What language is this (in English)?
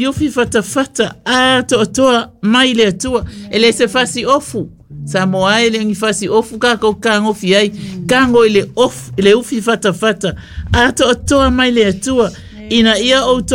Samoan